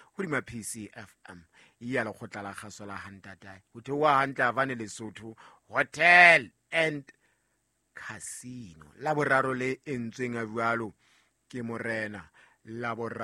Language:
Southern Sotho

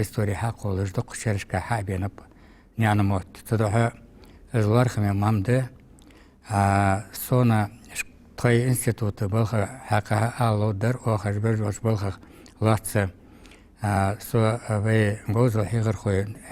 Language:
Ingush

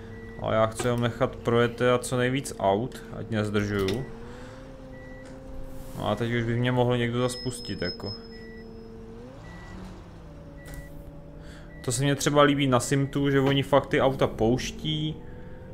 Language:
Czech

